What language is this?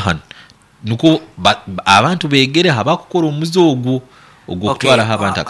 Nyankole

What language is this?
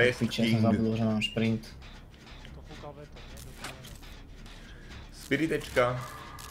Slovak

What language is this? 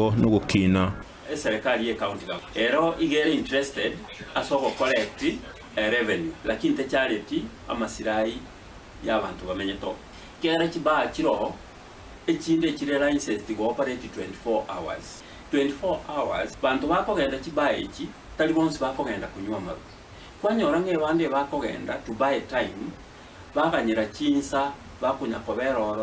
Gusii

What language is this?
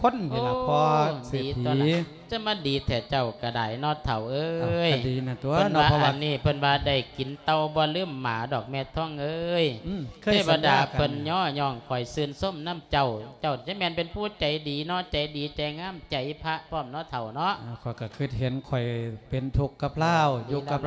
Lao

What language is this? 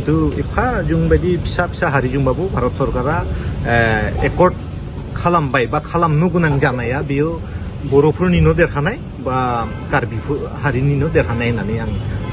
Bodo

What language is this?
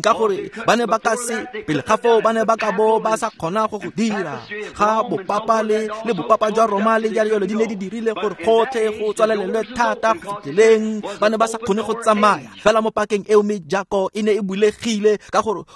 Tswana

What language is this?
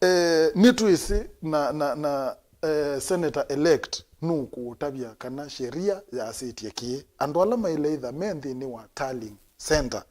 Kamba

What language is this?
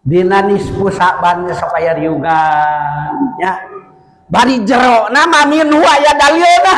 Sundanese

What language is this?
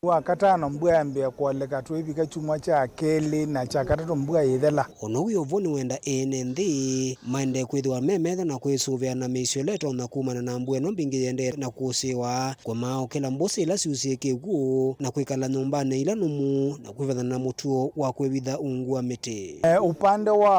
Kamba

